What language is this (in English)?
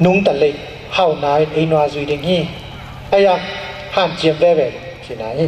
Tedim Chin